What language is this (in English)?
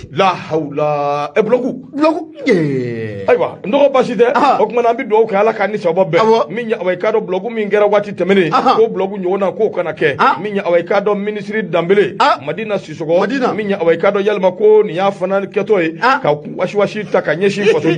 Bambara